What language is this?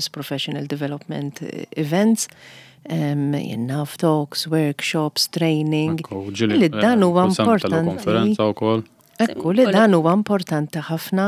Maltese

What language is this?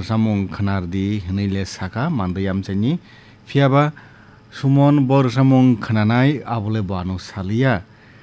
Kok Borok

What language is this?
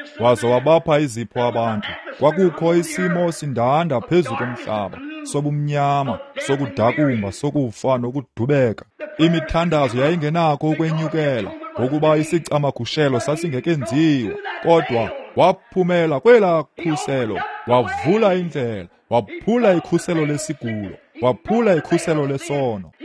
Xhosa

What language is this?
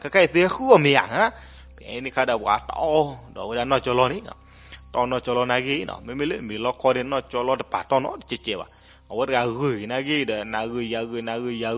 S'gaw Karen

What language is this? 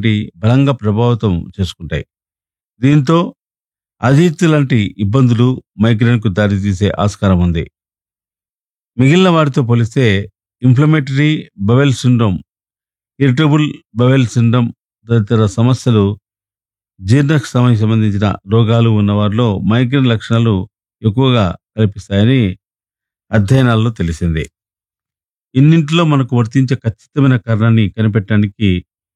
Telugu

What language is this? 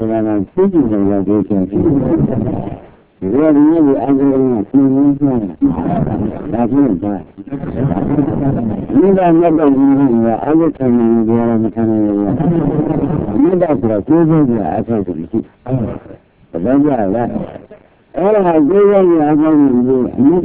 Burmese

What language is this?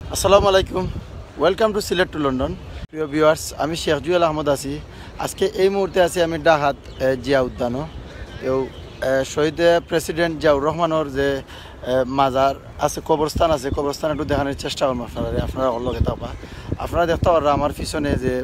Sylheti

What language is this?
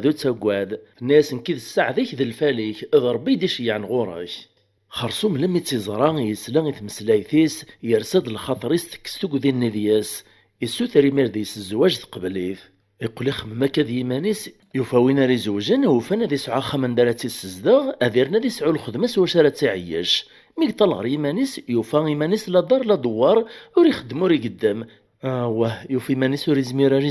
Kabyle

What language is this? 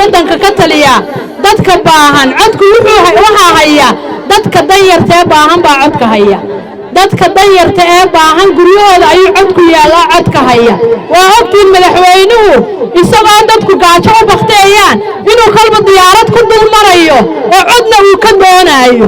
Somali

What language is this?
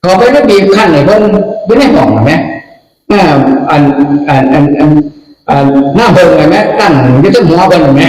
Northeastern Thai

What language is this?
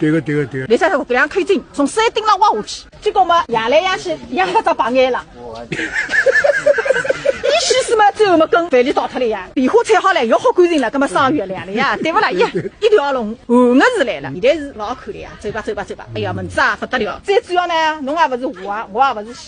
Wu Chinese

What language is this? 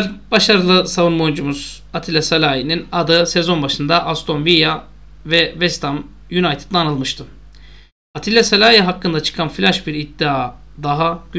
Turkish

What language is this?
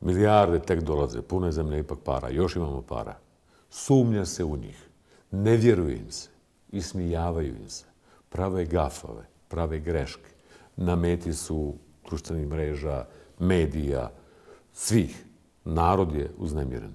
Bosnian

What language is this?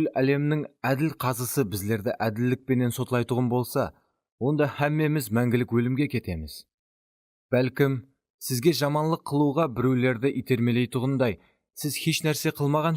Kara-Kalpak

